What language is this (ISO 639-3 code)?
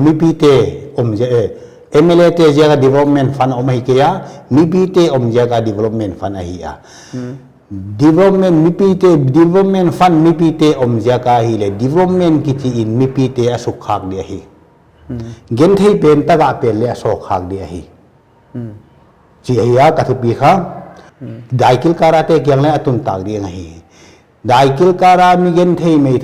pck